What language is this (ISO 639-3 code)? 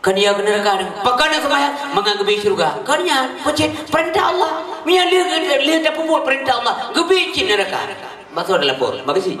ace